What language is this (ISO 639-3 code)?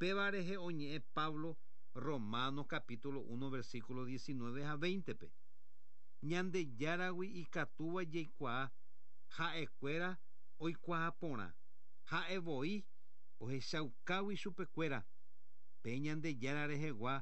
grn